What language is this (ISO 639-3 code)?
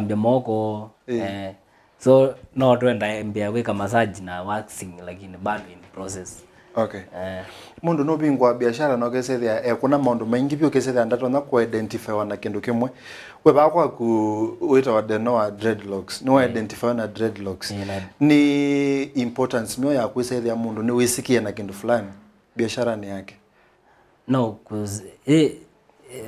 kam